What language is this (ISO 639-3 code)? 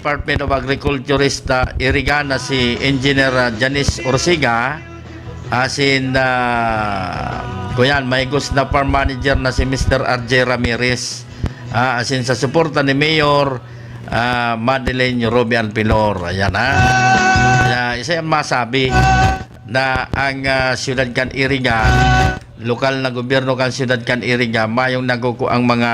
bik